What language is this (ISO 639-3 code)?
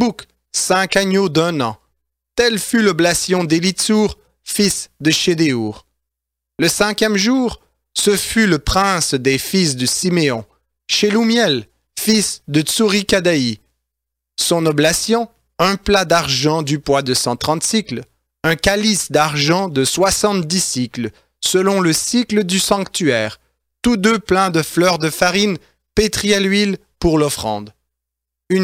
fra